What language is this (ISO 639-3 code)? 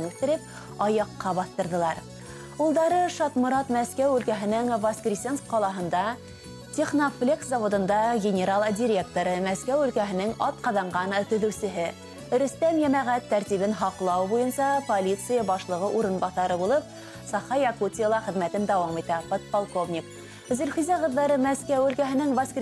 bak